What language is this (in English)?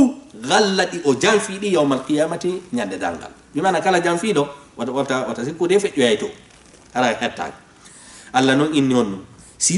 Fula